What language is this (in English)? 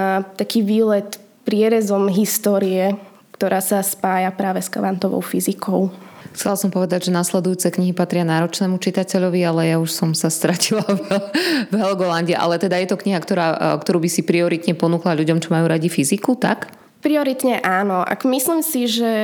Slovak